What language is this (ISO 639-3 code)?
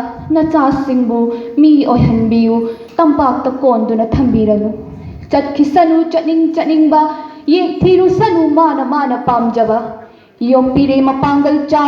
mni